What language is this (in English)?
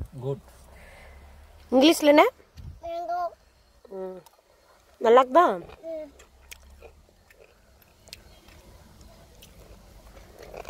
Tamil